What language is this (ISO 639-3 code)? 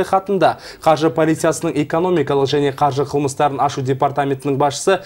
kaz